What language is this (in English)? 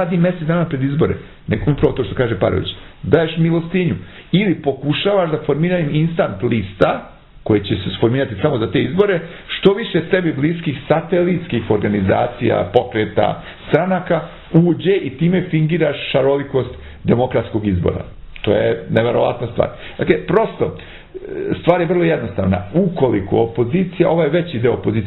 Serbian